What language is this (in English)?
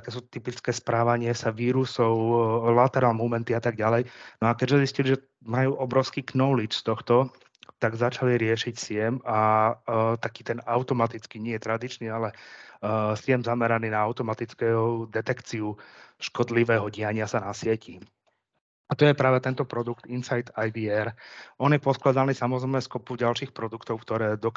Slovak